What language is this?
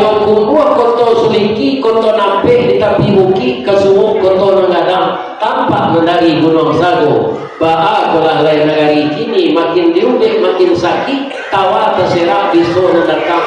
Minangkabau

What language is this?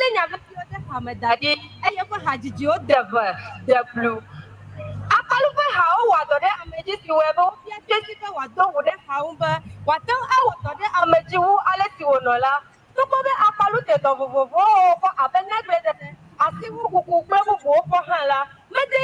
Ewe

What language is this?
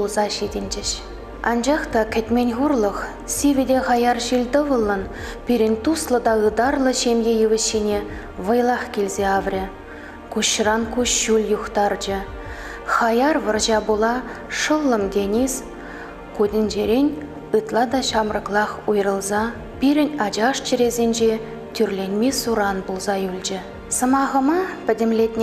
Chuvash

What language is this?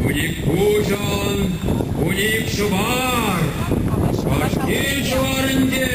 Chuvash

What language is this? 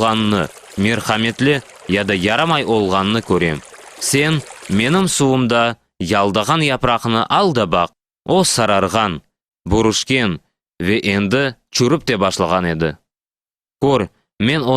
Crimean Tatar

